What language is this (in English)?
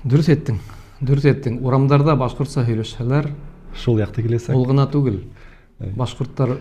Bashkir